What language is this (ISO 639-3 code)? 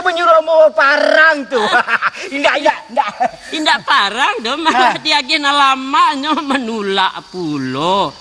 min